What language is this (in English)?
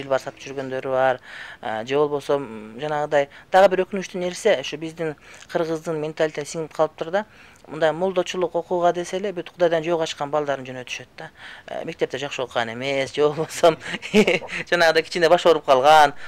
Kyrgyz